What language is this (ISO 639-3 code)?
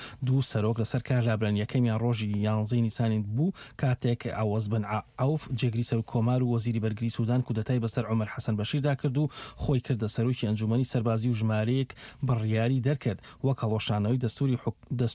ckb